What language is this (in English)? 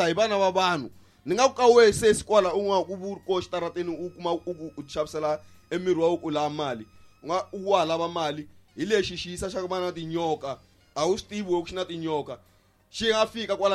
Tsonga